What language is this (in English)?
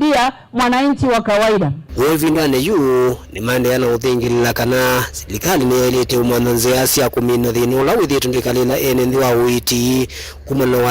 Kamba